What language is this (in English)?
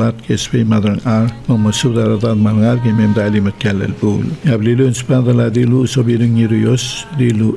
Palauan